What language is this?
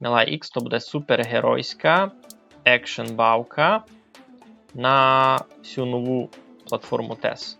Rusyn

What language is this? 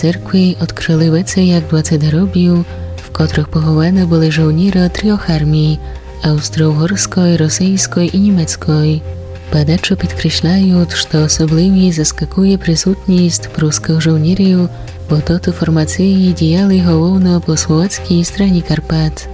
Rusyn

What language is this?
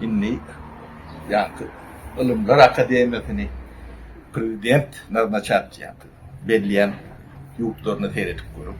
Turkmen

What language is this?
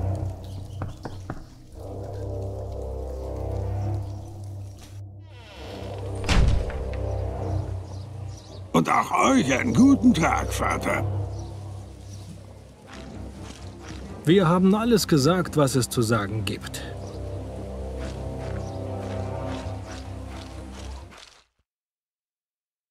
German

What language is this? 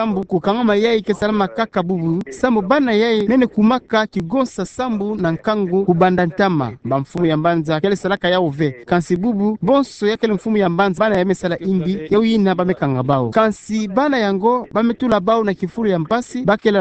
Kituba (Democratic Republic of Congo)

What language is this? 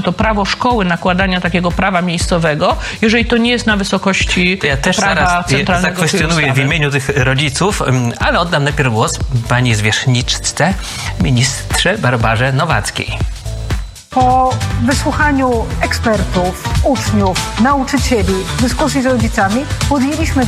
Polish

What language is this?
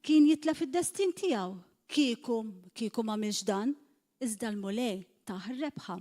Maltese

